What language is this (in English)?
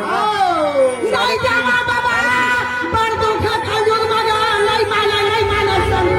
Chhattisgarhi